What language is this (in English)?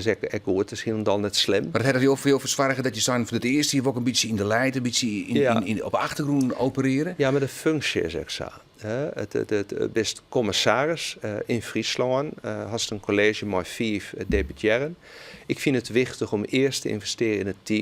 Western Frisian